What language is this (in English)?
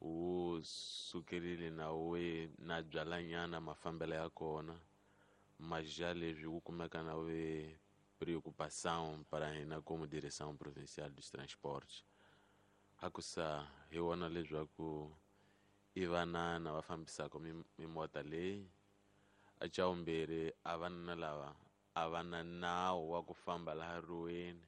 Tsonga